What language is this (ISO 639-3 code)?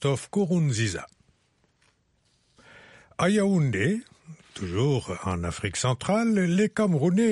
fra